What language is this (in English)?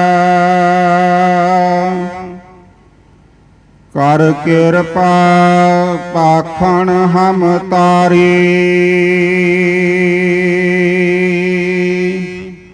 Punjabi